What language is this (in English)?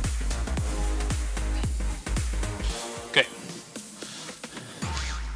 Dutch